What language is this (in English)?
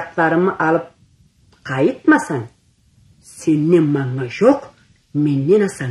Karachay-Balkar